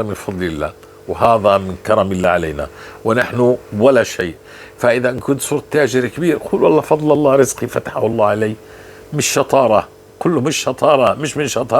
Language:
North Levantine Arabic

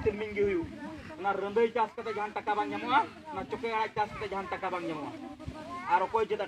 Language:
Santali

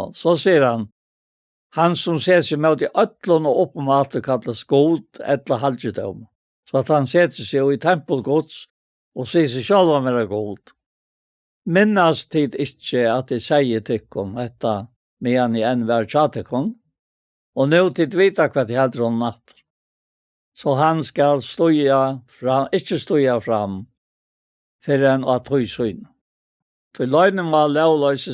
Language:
Faroese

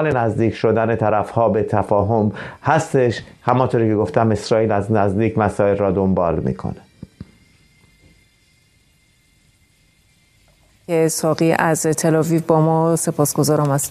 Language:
Persian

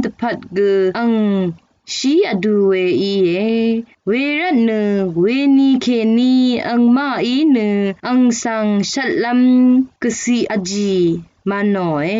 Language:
Rawang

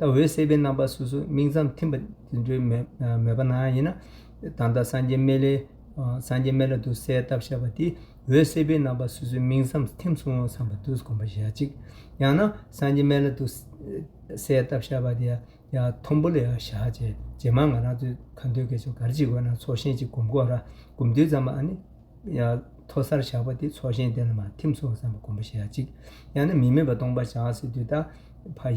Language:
Tibetan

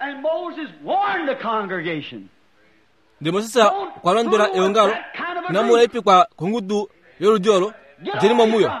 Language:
Kuanyama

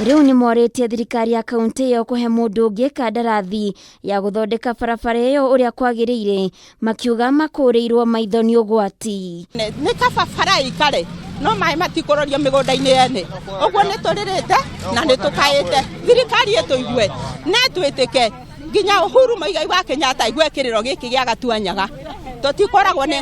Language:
Kikuyu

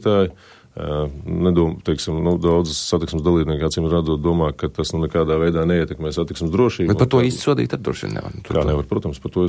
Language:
Latvian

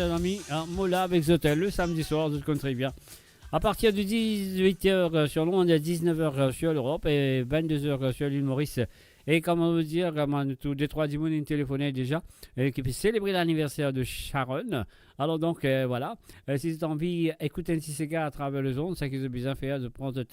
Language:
Morisyen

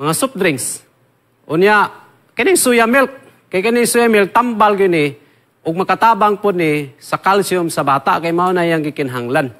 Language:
Cebuano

